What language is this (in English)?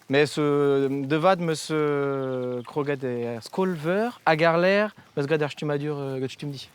Breton